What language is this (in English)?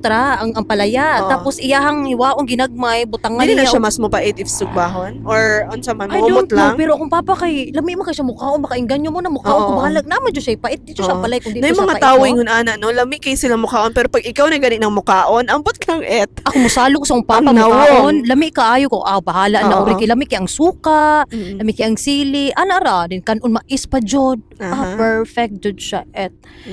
Cebuano